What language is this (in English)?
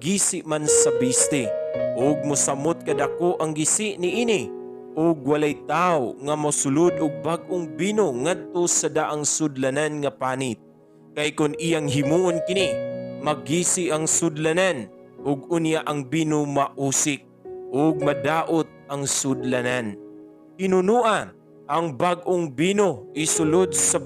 Cebuano